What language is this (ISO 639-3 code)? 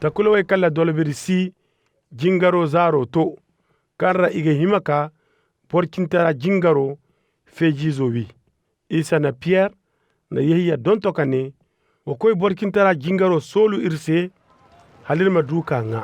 ses